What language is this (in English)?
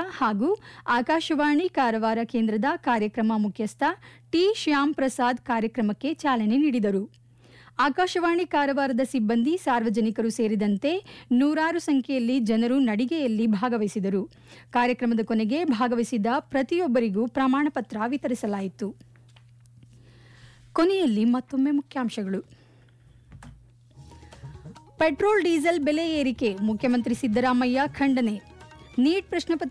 Kannada